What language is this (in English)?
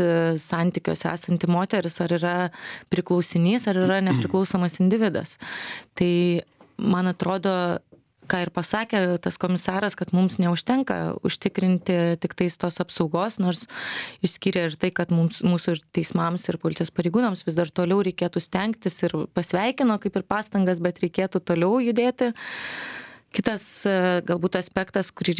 Lithuanian